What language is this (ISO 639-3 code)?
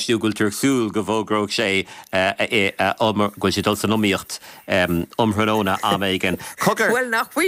gle